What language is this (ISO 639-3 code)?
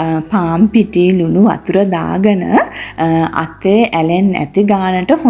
sin